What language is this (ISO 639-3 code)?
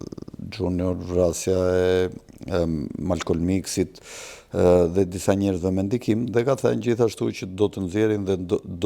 sqi